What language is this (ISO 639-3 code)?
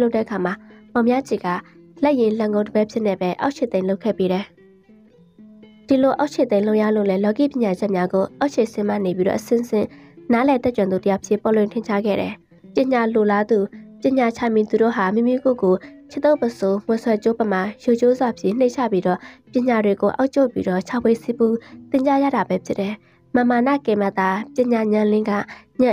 mya